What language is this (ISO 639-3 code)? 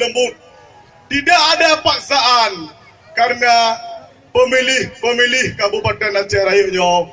ace